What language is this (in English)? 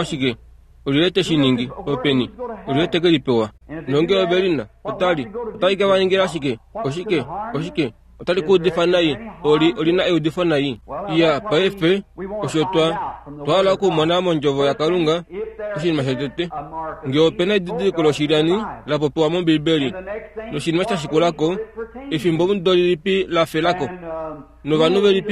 Kuanyama